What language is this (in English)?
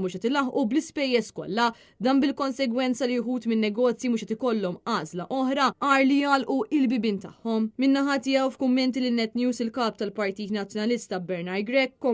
Maltese